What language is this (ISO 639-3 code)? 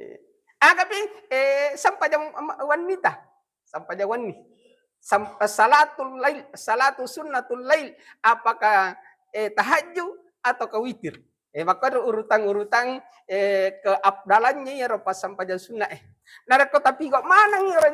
bug